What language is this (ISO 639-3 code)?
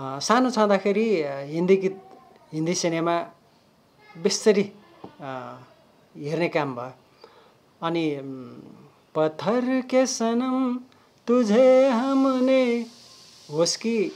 nep